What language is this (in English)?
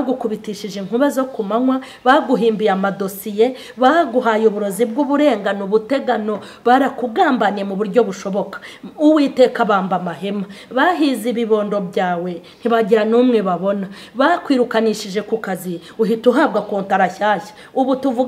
Kinyarwanda